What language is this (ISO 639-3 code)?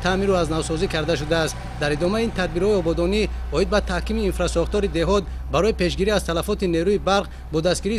tgk